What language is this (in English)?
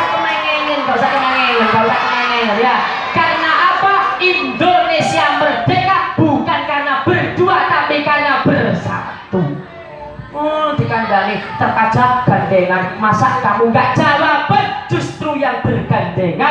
Javanese